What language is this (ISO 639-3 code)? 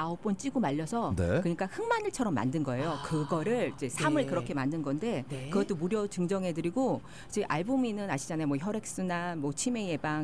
kor